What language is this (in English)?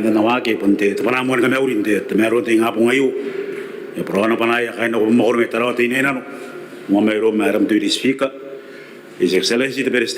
Gilbertese